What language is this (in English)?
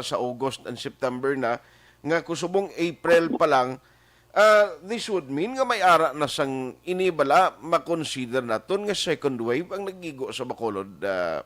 Hiligaynon